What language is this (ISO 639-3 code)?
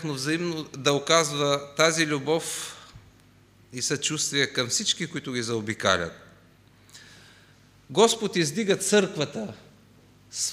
bul